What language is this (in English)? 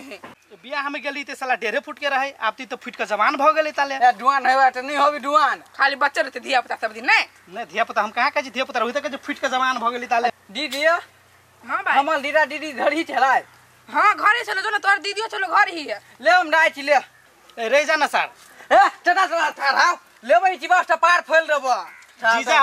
Maithili